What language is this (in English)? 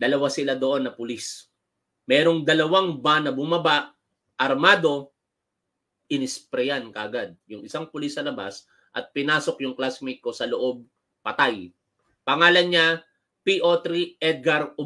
Filipino